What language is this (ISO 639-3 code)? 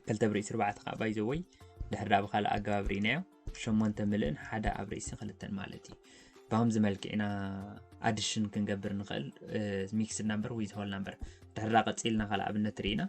tir